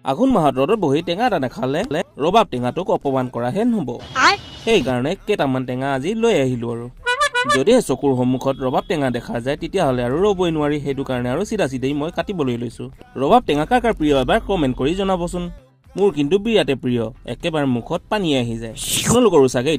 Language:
Assamese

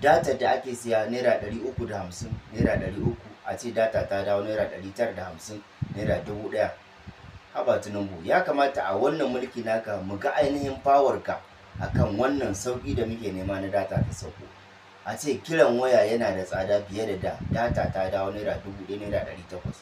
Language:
Hausa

